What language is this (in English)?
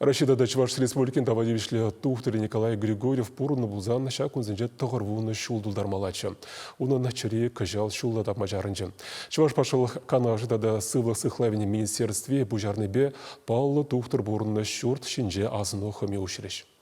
Chuvash